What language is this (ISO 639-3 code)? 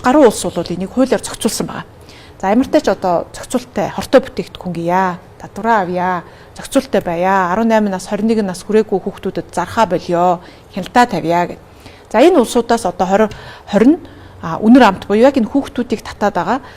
mon